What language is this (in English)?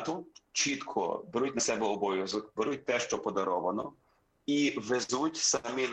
Ukrainian